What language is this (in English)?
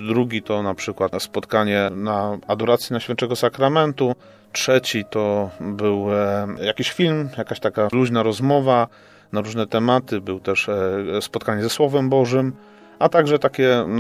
Polish